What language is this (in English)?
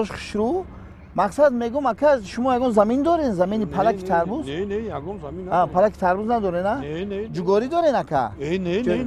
Tajik